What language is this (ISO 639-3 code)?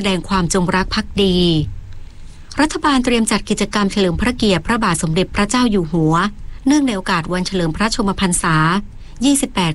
tha